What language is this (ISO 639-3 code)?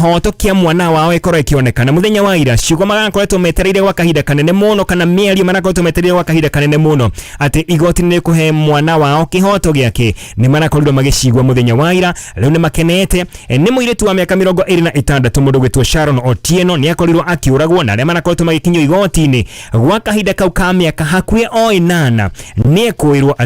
kik